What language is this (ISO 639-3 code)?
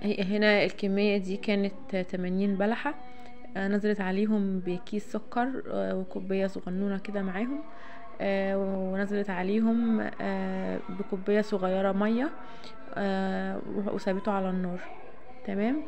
arz